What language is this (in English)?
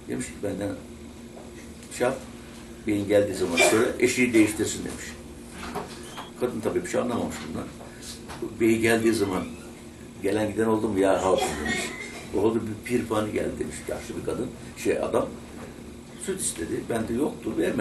Turkish